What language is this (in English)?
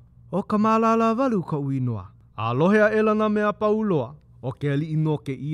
Hawaiian